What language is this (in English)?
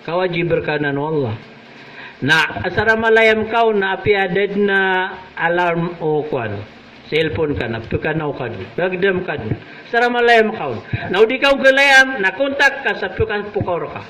Maranao